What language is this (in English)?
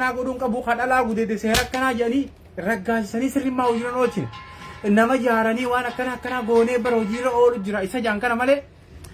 Oromo